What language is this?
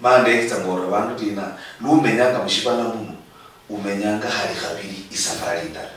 Luyia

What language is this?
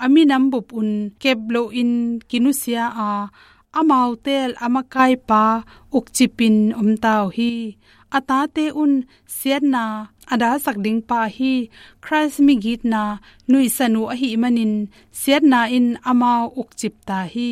Tedim Chin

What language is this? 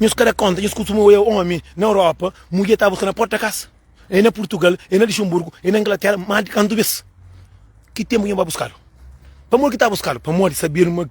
Kabuverdianu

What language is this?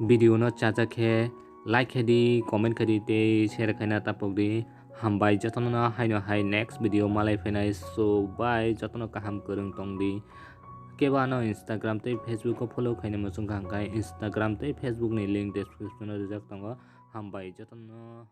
Kok Borok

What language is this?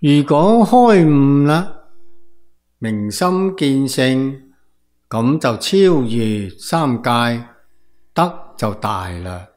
Cantonese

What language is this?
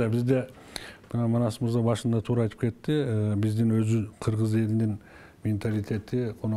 Kyrgyz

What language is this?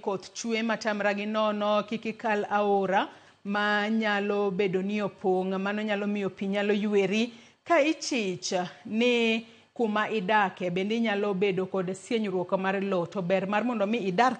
Luo (Kenya and Tanzania)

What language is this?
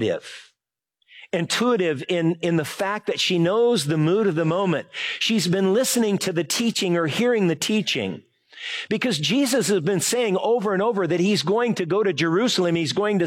English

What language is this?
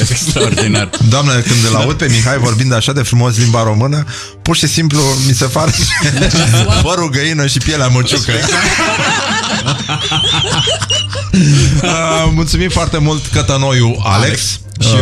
Romanian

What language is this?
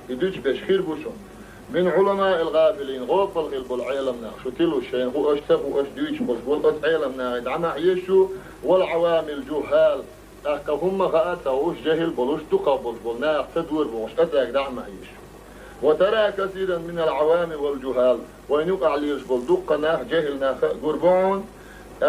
Chechen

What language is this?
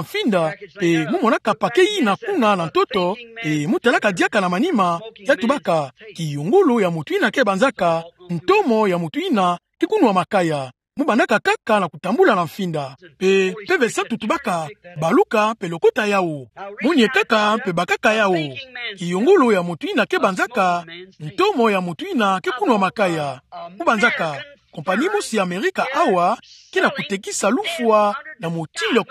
Kituba (Democratic Republic of Congo)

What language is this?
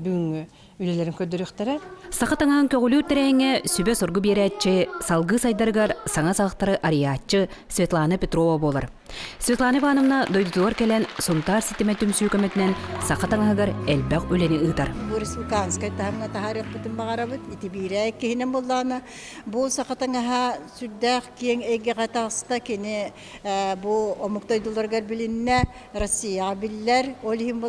Yakut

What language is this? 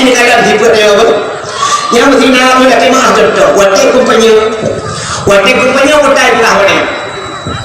Achinese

